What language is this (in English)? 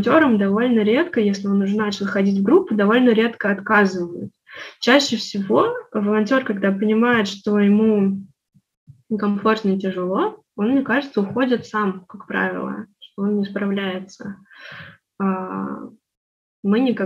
Russian